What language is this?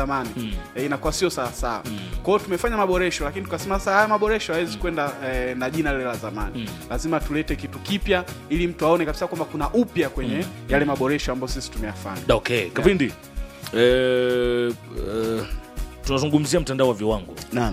Swahili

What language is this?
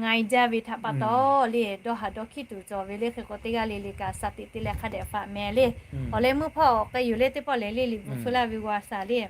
Lahu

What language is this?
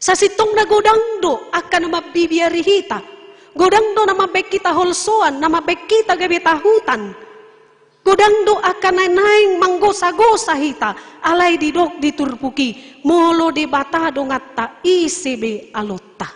Batak Toba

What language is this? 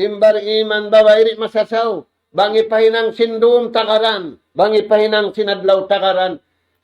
Tausug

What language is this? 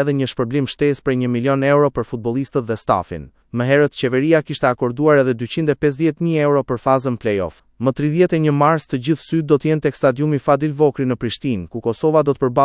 Albanian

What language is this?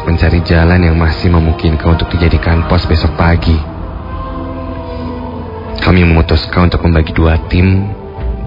Indonesian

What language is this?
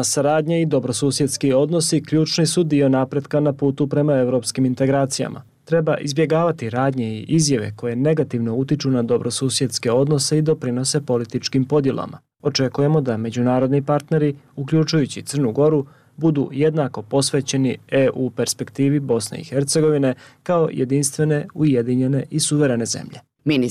Bosnian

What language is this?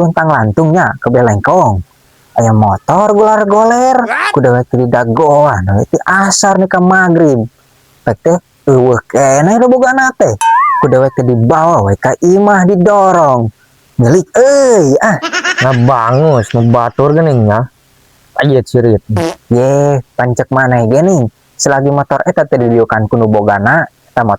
Sundanese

